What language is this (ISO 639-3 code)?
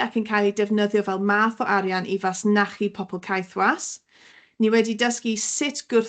cym